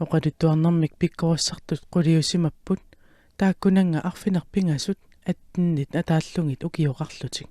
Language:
Kalaallisut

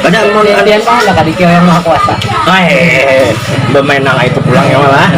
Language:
Banjar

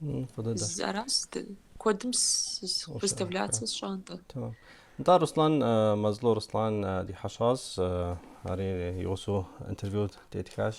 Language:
Kabardian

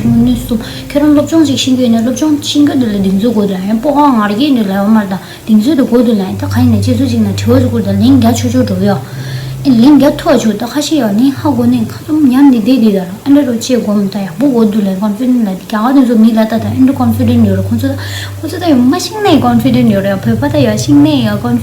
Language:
Tibetan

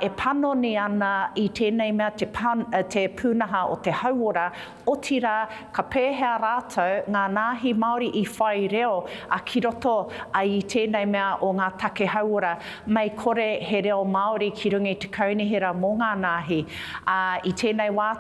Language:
Māori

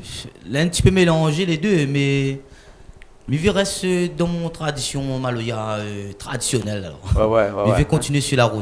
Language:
Réunion Creole French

